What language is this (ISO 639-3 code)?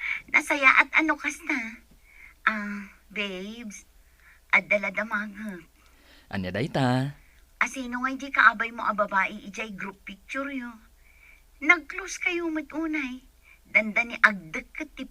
ilo